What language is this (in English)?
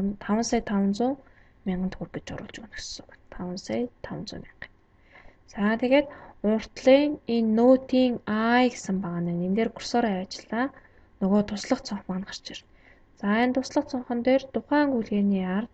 Mongolian